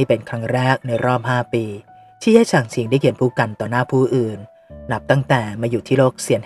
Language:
Thai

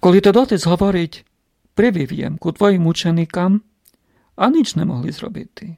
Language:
Rusyn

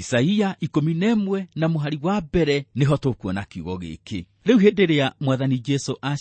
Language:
Kikuyu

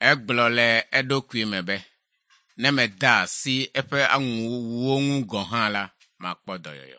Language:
Ewe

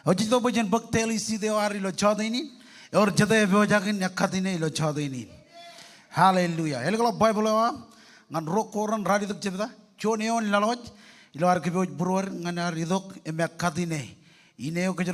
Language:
Marshallese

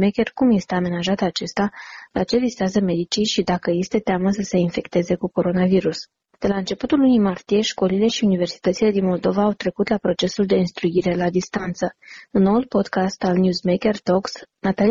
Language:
Romanian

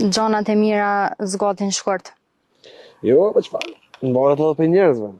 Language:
Albanian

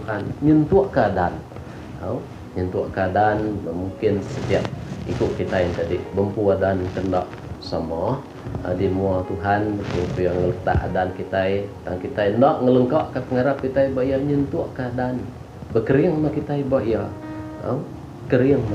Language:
Iban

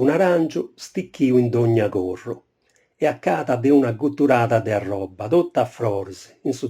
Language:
Sardinian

